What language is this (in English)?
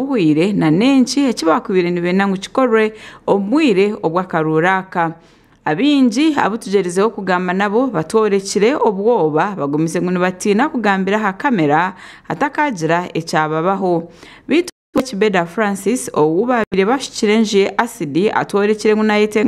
Nyankole